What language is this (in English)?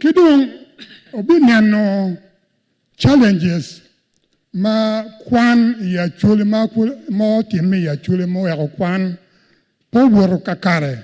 Acoli